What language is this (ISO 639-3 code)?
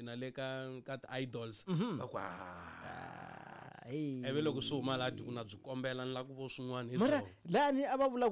tso